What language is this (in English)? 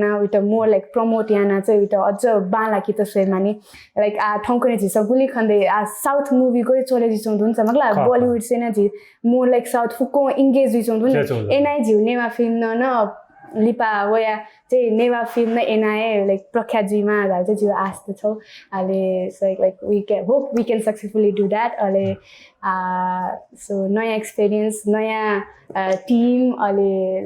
Newari